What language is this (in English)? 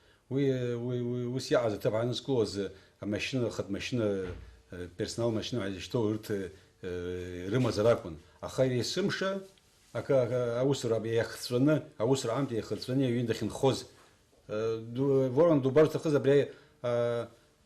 Abkhazian